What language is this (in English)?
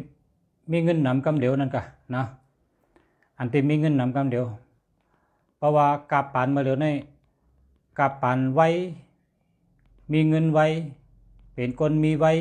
Shan